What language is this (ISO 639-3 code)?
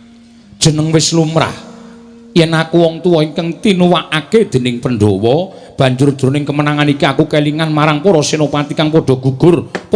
jav